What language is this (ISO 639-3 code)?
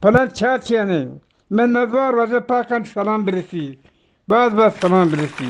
bgp